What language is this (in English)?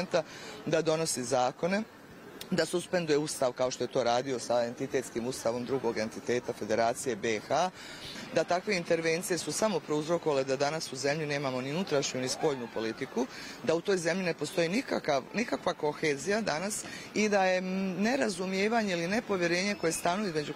Bosnian